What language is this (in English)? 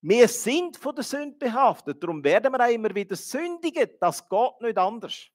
Swiss German